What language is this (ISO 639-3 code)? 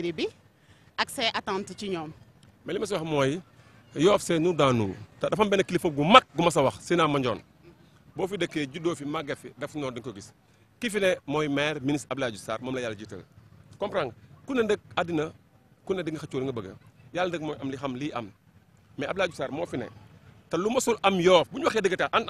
wol